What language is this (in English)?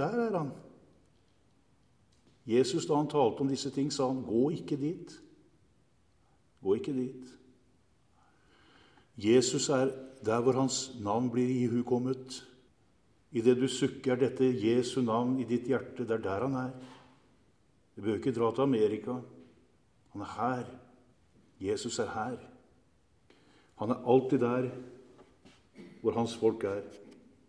Norwegian